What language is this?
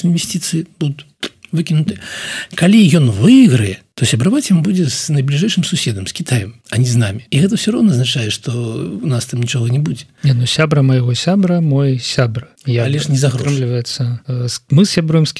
Belarusian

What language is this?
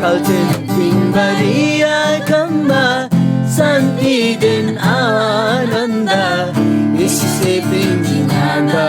Eastern Tamang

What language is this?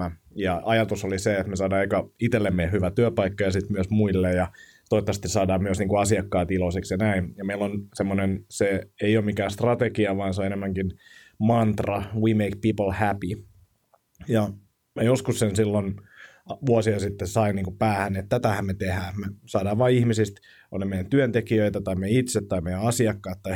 Finnish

